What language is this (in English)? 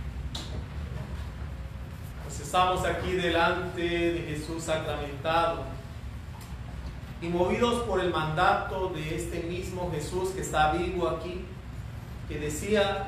Spanish